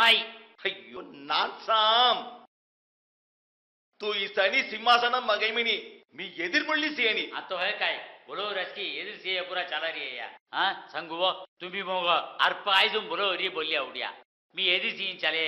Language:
Saurashtra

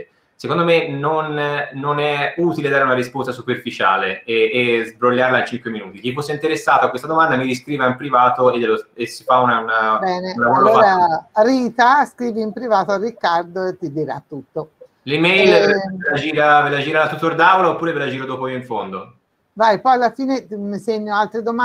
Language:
Italian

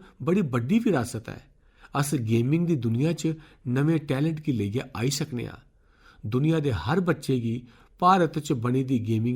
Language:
Dogri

